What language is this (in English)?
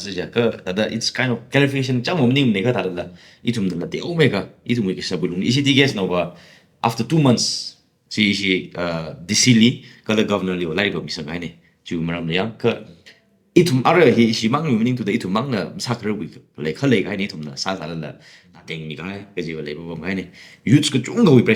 Tangkhul Naga (India)